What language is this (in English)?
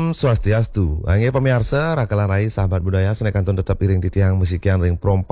Balinese